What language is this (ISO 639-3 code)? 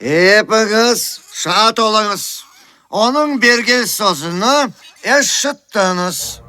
crh